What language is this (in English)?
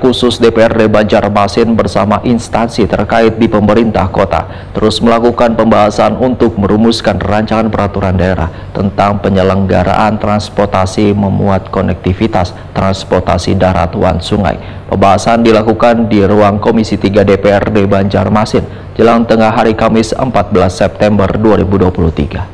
Banjar